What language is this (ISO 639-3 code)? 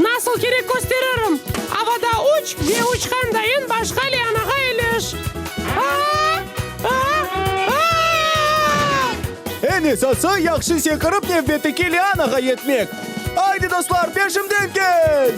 crh